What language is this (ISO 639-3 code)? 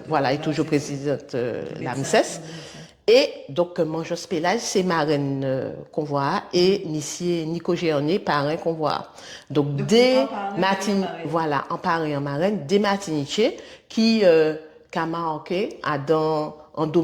gcf